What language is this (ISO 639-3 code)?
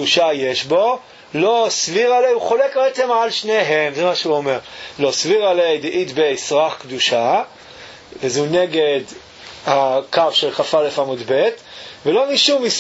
heb